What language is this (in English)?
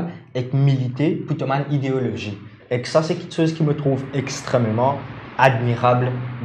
Morisyen